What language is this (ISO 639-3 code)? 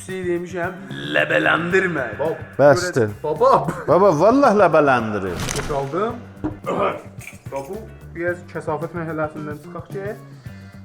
azb